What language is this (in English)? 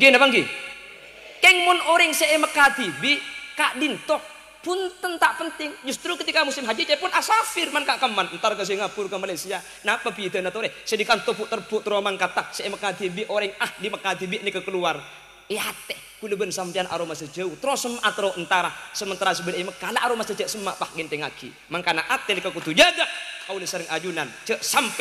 Madurese